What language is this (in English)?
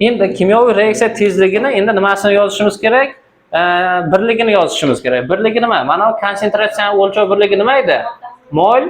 Uzbek